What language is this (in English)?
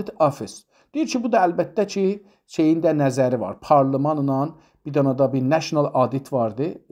South Azerbaijani